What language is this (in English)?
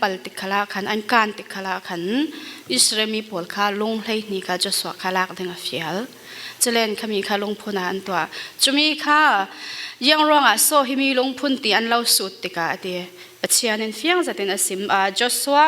Falam Chin